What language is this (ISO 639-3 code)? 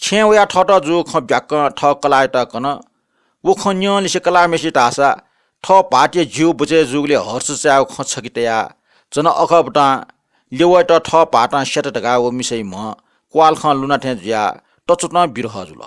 new